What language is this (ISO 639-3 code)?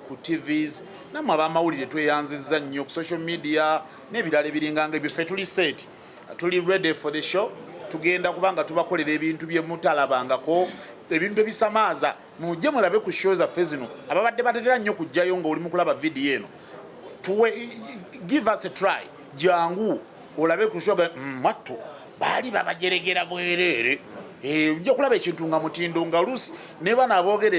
lug